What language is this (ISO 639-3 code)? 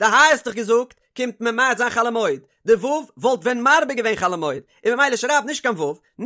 yid